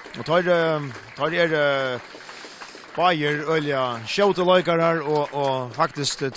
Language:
Faroese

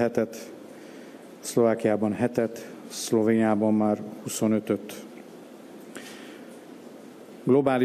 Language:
Hungarian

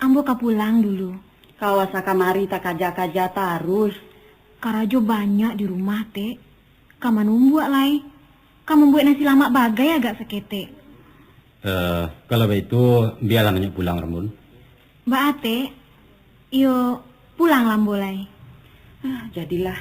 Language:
Minangkabau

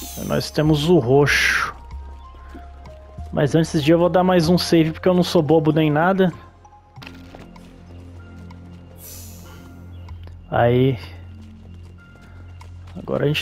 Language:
Portuguese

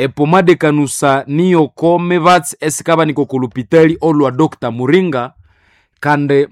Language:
Nande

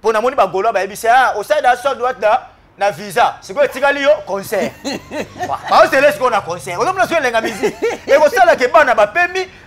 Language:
Lingala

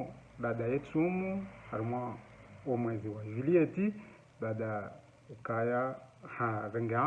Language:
Ngazidja Comorian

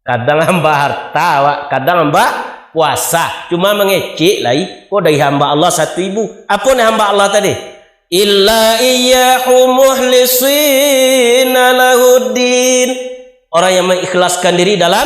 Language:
Minangkabau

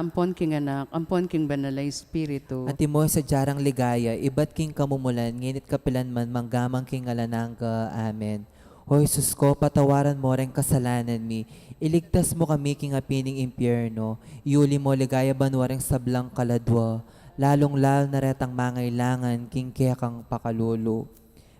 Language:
Pampanga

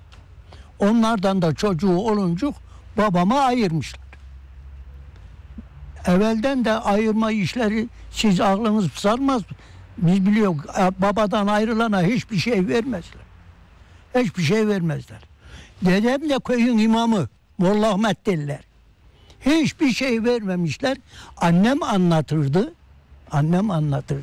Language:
Turkish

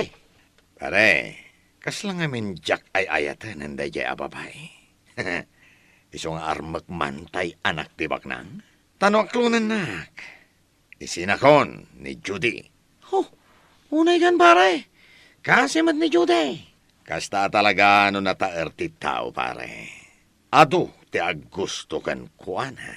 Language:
Iloko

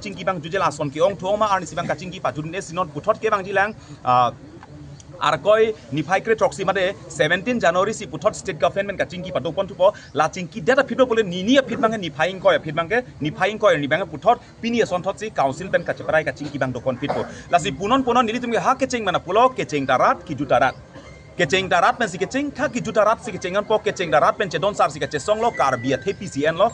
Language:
Karbi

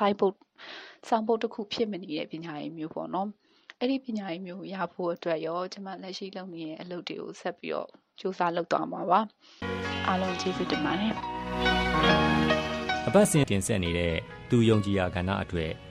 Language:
Burmese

